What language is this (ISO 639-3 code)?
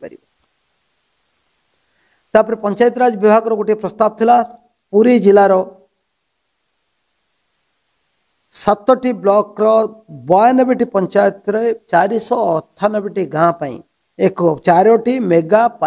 ori